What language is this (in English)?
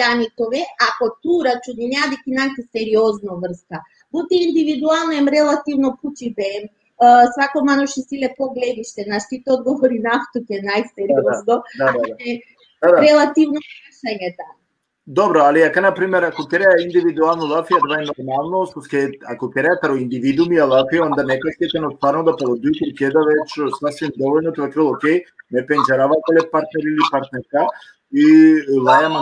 Balkan Romani